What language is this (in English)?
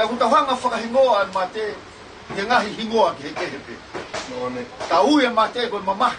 Tongan